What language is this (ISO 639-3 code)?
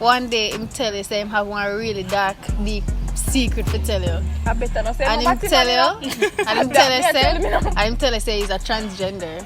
jam